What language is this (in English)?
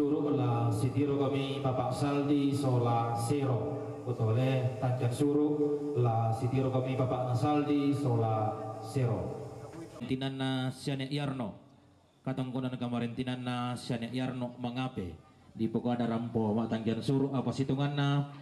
Toraja-Sa'dan